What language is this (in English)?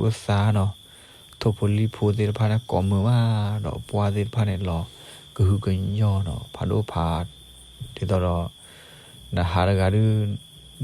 S'gaw Karen